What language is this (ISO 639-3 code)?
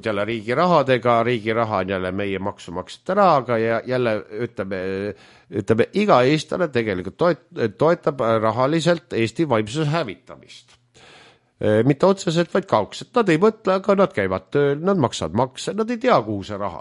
est